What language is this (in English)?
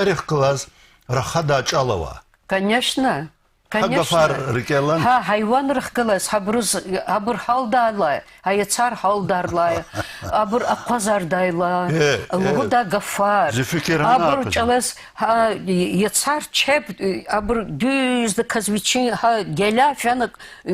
Lezghian